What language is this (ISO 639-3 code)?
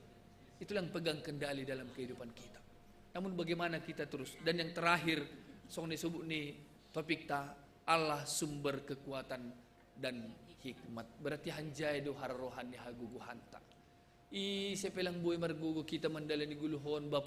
bts